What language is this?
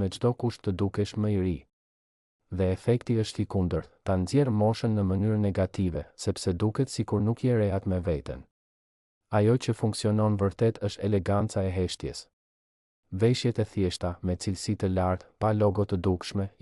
Albanian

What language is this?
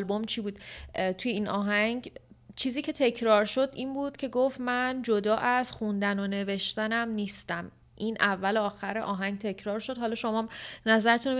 Persian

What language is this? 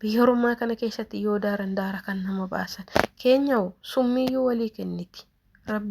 Oromo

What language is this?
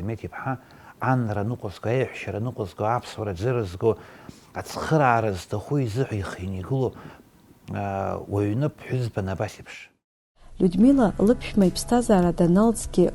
Abkhazian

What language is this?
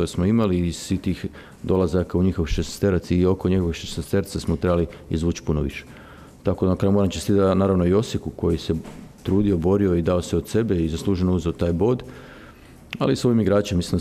Croatian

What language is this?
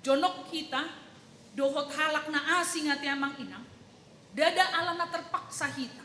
Batak Toba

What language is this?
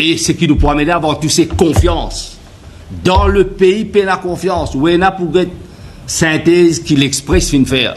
Morisyen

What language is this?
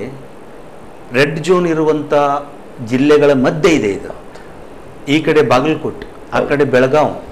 Kannada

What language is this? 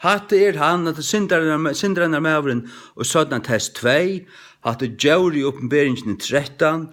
Faroese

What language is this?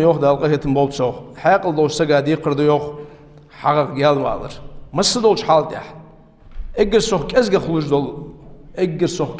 Ingush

